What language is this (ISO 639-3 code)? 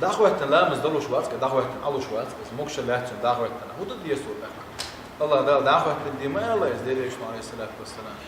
che